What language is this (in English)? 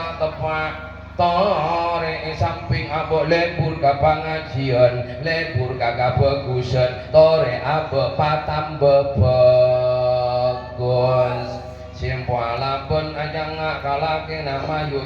Madurese